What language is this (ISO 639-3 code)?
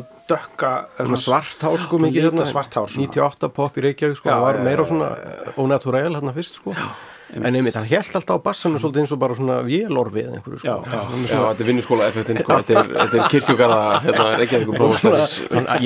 isl